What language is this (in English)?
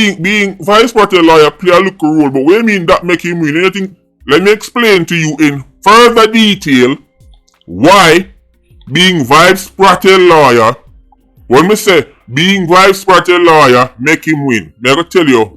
Jamaican Creole English